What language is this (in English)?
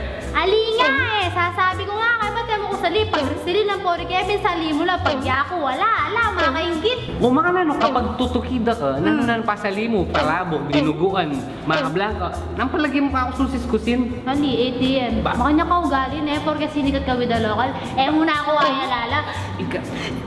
Pampanga